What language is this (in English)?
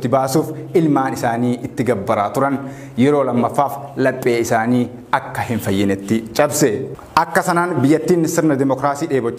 Oromo